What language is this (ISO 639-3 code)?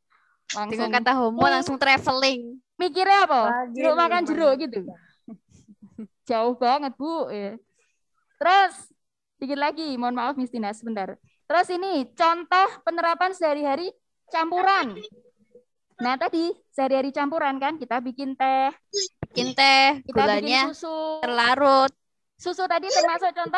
ind